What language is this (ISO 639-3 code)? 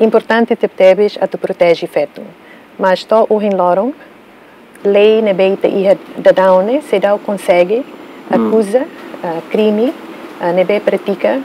tet